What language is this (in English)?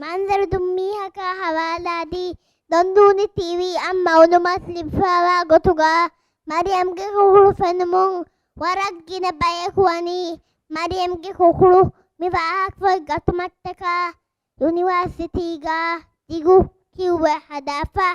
Divehi